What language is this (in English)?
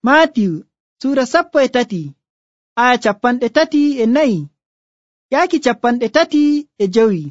Nigerian Fulfulde